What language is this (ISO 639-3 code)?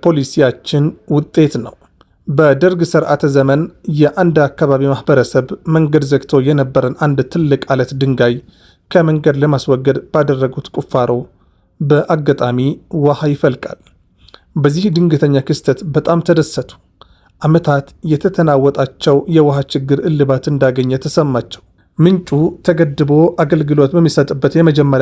amh